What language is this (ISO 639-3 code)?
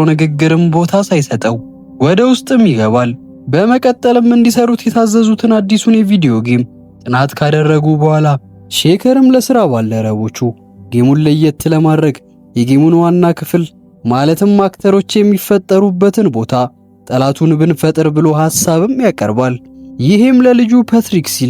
amh